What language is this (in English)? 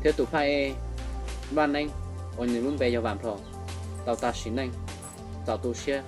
Hmong